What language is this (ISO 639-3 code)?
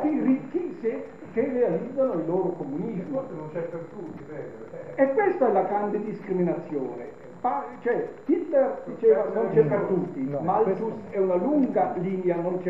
ita